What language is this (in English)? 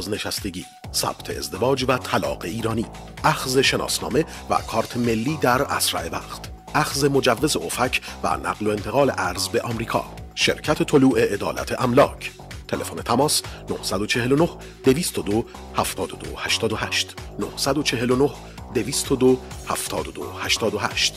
Persian